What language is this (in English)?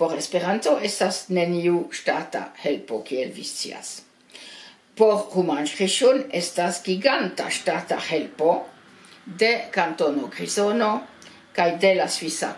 Esperanto